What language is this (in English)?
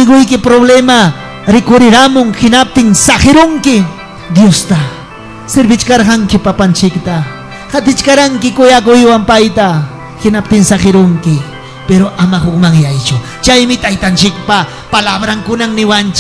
Ayacucho Quechua